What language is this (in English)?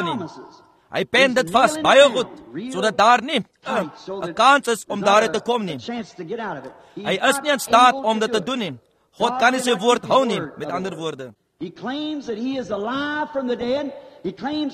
Afrikaans